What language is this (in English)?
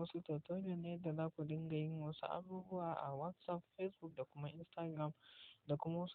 Hausa